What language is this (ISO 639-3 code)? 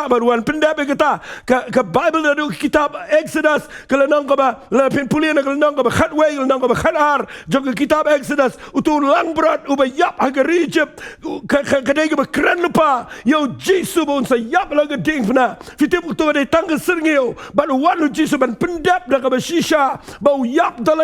kha